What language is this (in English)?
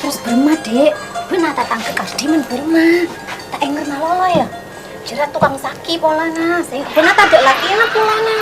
Madurese